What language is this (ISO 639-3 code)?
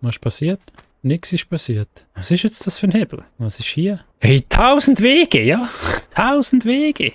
gsw